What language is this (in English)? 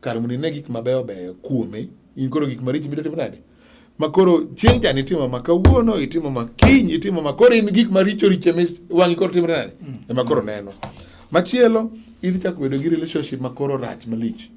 Luo (Kenya and Tanzania)